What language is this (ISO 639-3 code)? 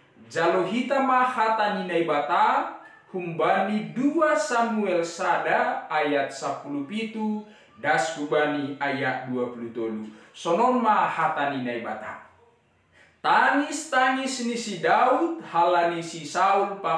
bts